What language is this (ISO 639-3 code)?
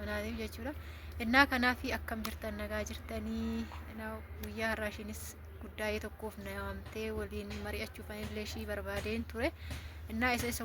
orm